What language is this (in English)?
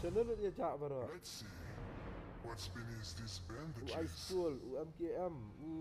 Khasi